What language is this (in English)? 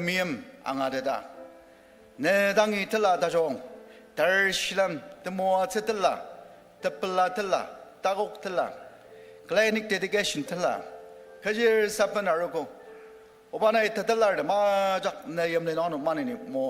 Ao Naga